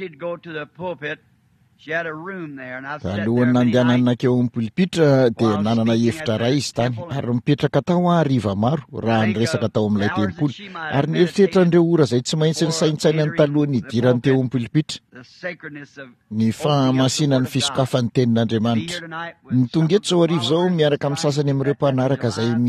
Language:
Malagasy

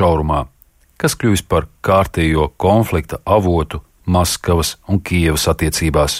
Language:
Latvian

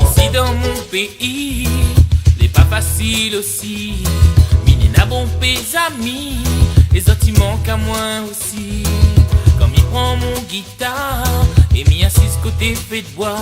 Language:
Réunion Creole French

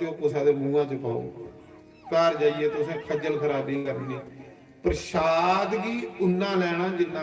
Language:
Dogri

